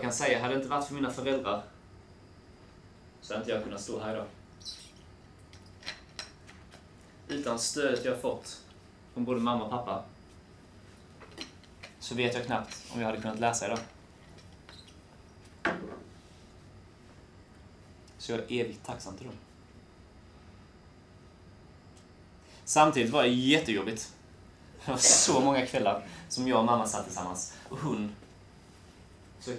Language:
Swedish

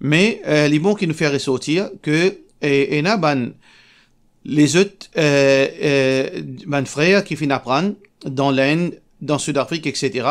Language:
Morisyen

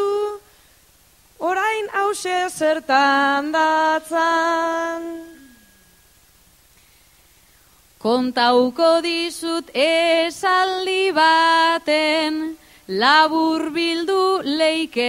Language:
Basque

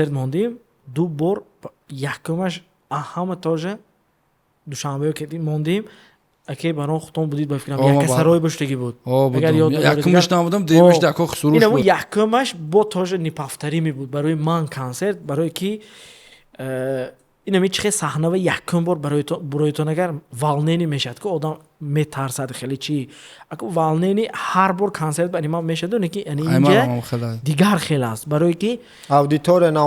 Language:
Tajik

